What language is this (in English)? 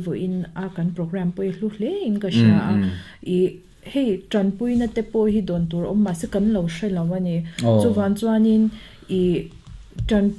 Mizo